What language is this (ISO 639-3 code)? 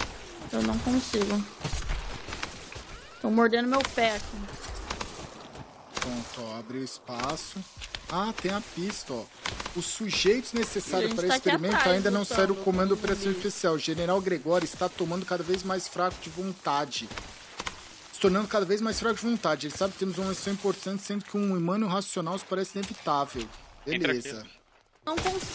por